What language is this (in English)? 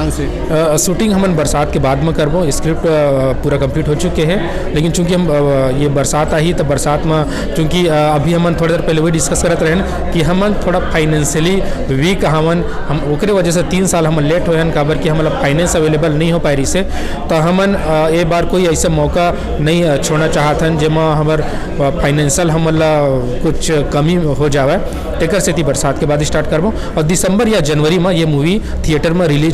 Chhattisgarhi